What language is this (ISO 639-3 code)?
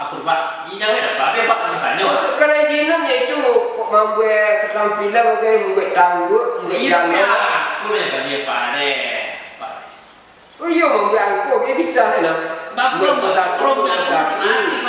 min